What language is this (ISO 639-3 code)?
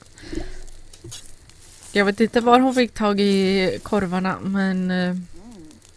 swe